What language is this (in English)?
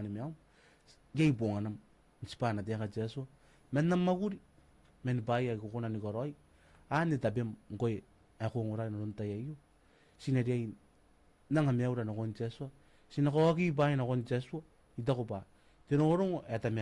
Gilbertese